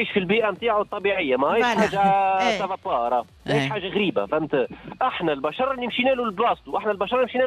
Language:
Tunisian Arabic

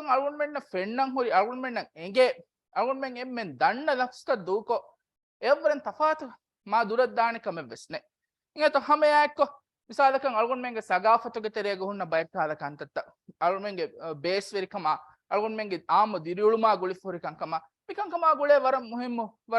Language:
Divehi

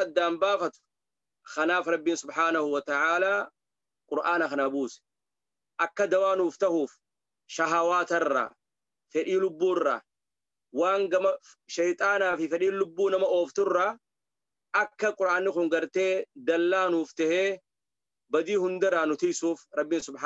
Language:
Oromo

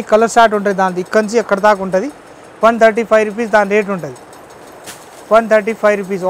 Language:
Telugu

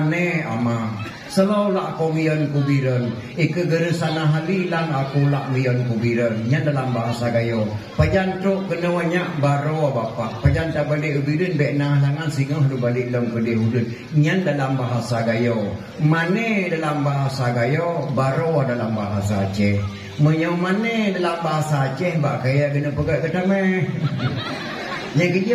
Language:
Achinese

